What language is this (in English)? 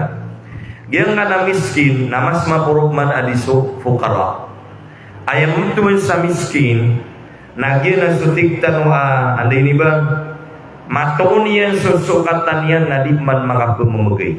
Maranao